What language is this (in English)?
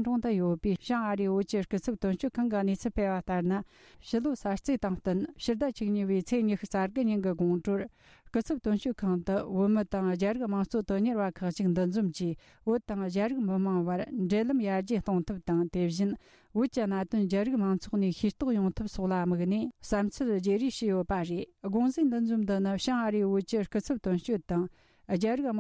Tibetan